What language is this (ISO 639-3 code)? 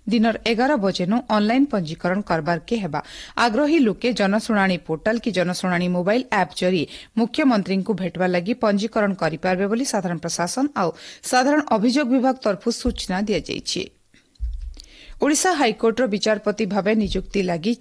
ori